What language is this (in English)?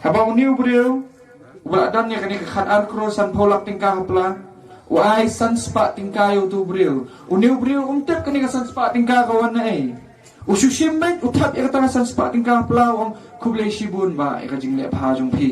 Khasi